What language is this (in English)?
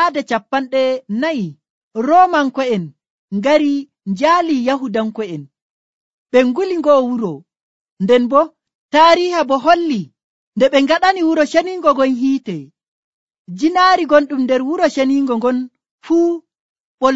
Nigerian Fulfulde